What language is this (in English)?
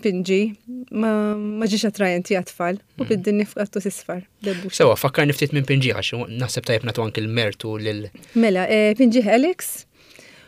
Maltese